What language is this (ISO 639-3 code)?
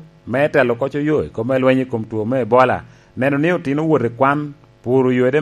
laj